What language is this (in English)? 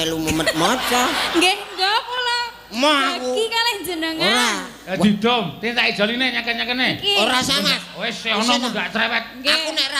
Javanese